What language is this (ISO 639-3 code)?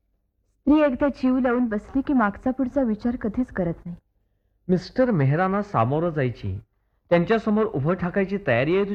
mar